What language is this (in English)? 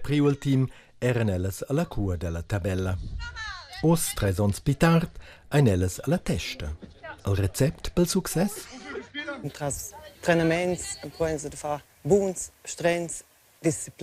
Romansh